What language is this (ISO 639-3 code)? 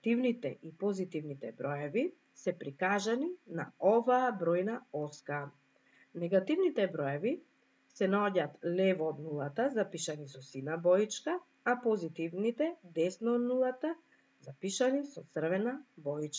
mkd